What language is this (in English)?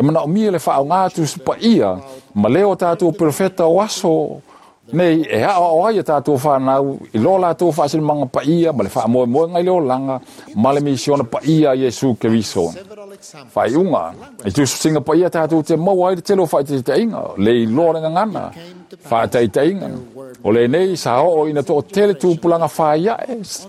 Samoan